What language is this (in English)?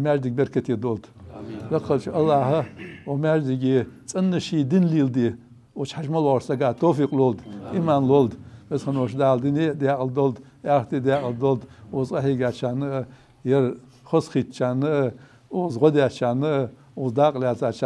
Ingush